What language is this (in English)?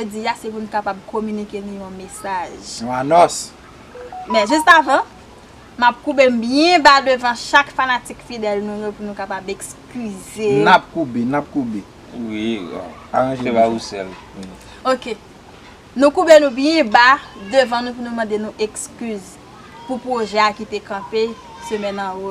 Haitian Creole